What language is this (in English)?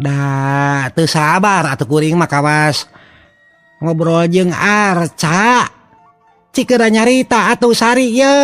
Sundanese